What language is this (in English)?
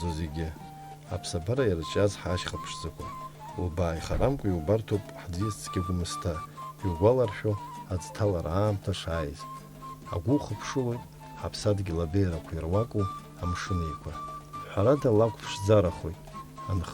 Abkhazian